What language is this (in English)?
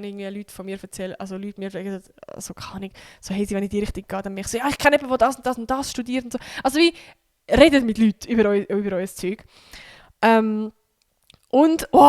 Swiss German